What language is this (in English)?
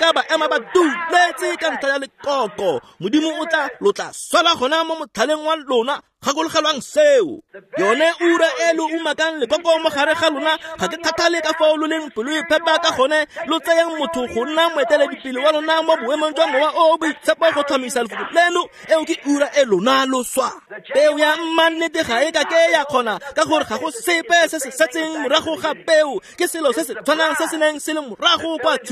Tswana